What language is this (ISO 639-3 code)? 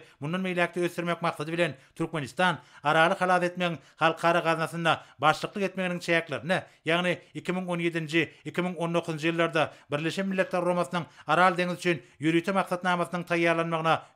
tuk